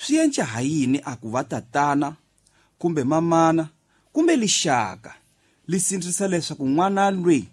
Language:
Tsonga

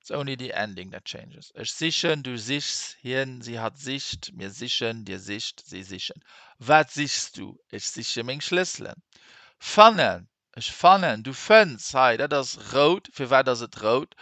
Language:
Luxembourgish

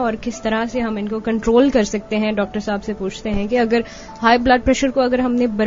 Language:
Urdu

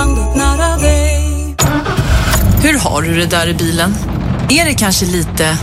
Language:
Swedish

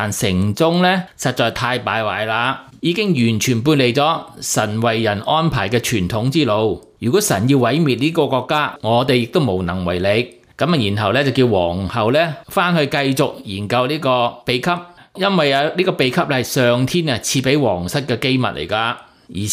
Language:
Cantonese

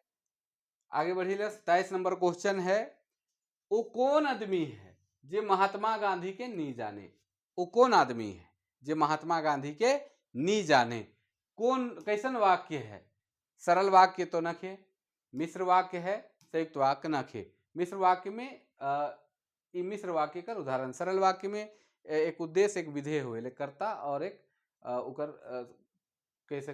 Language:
Sadri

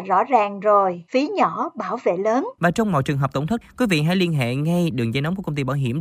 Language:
Vietnamese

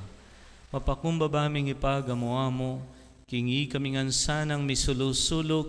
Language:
Pampanga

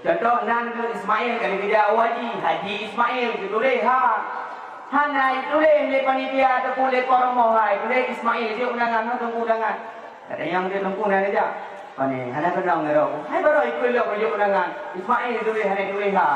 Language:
Achinese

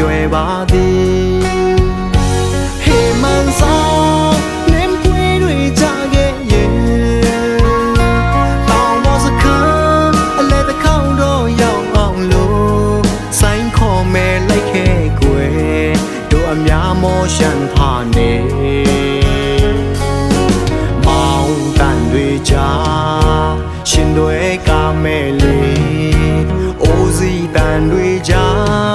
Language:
Burmese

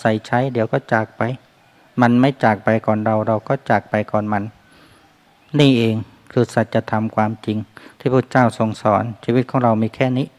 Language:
Thai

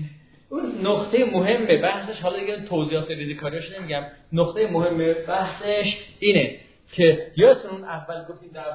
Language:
Persian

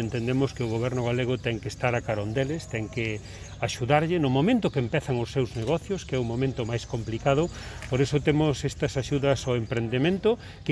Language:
Galician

